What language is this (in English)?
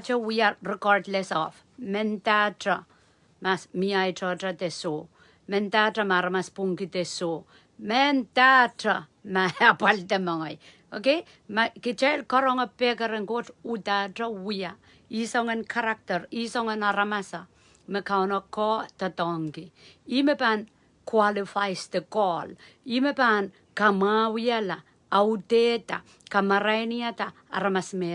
Pohnpeian